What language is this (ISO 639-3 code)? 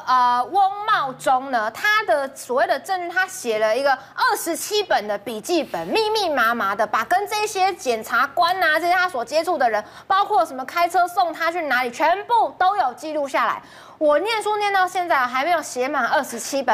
zho